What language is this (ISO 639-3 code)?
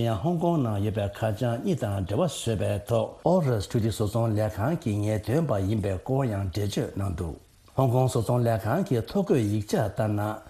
bod